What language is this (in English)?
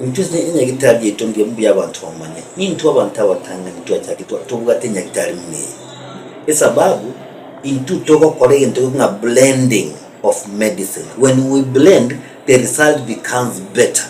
Gusii